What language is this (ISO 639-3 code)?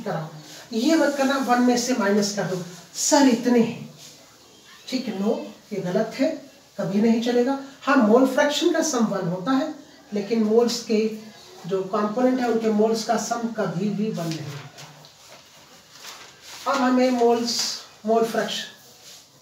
hin